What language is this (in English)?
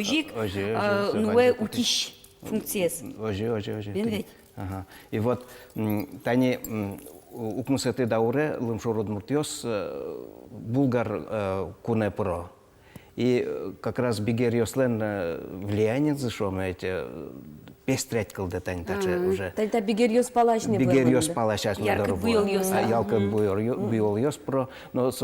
Udmurt